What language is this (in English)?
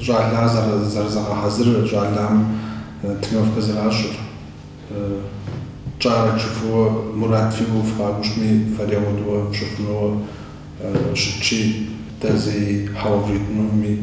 Kabardian